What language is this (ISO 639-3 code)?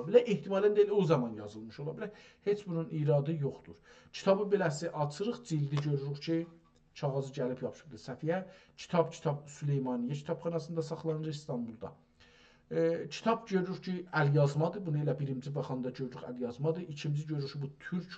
azb